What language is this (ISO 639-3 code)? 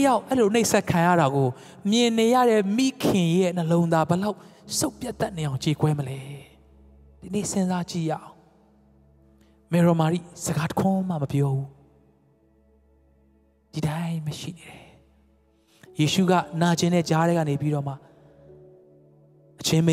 mya